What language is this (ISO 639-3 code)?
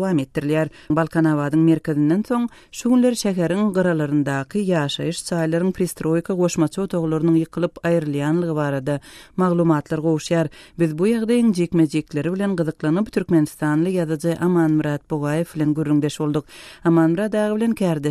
tuk